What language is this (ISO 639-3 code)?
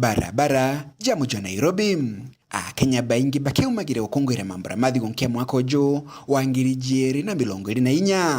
mer